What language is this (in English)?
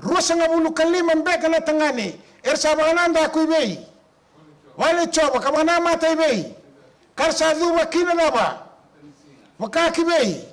Fijian